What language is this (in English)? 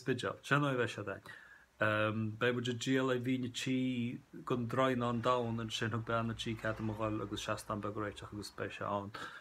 Irish